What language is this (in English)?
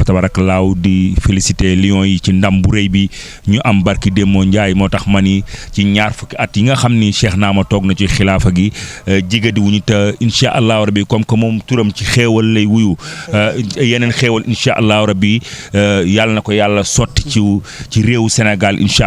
Wolof